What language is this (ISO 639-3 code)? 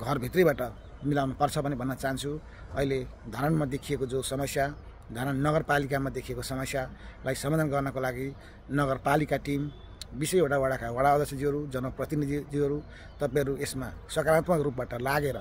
nep